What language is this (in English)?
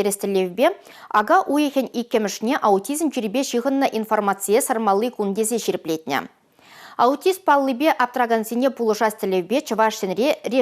Chuvash